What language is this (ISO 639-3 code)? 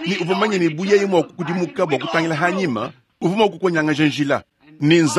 lua